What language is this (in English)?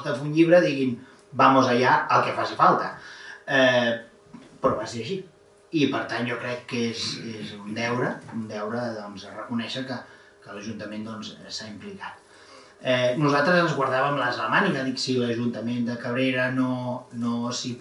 Catalan